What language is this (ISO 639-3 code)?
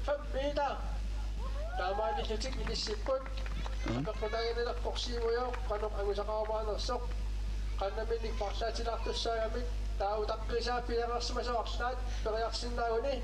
kal